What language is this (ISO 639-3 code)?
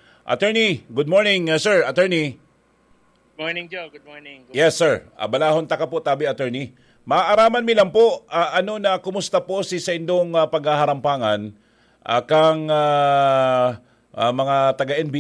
bik